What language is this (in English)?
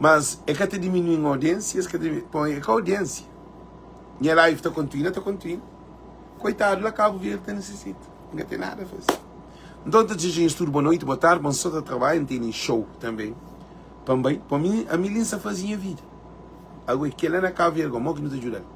Kabuverdianu